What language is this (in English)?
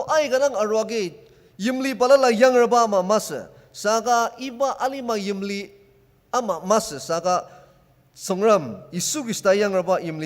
Ao Naga